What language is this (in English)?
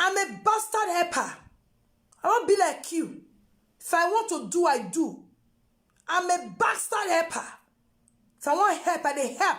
Nigerian Pidgin